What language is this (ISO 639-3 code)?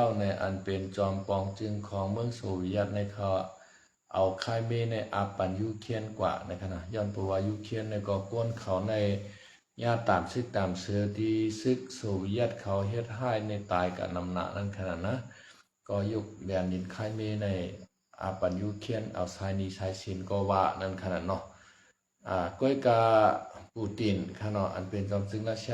shn